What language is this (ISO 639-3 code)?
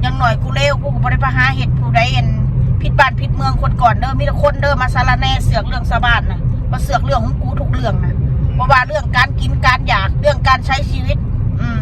tts